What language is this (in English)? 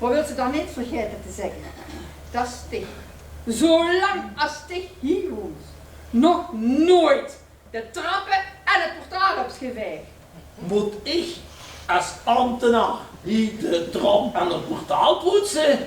Limburgish